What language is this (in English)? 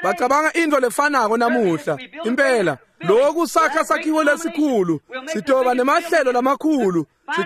Swati